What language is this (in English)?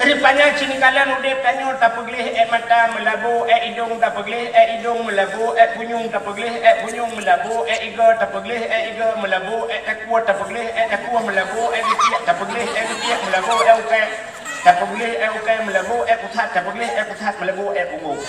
Achinese